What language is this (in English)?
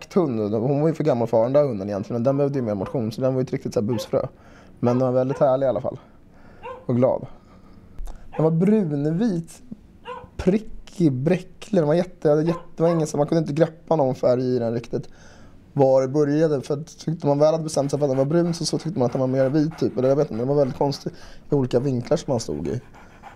Swedish